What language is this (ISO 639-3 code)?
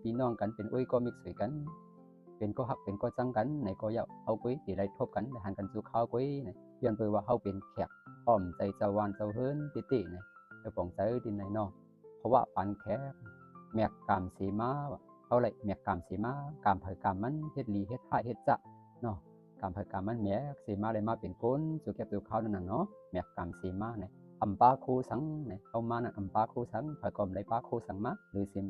shn